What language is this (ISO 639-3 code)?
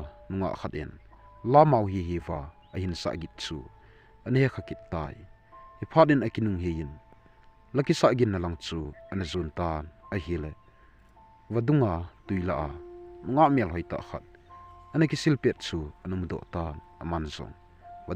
tcz